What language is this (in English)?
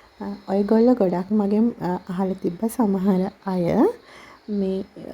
Sinhala